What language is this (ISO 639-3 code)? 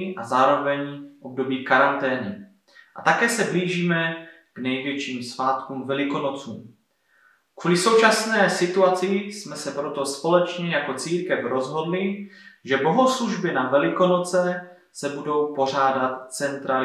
ces